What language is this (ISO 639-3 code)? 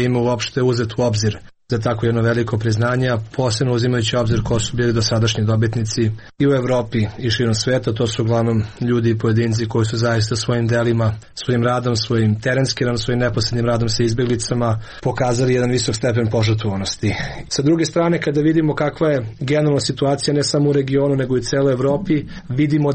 srp